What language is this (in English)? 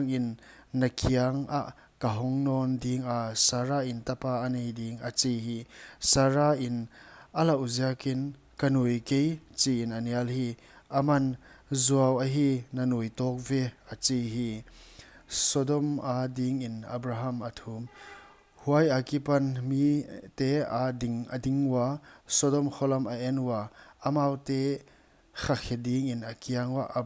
Paite Chin